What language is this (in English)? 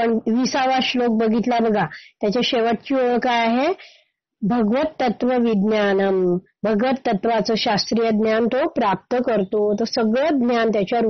Marathi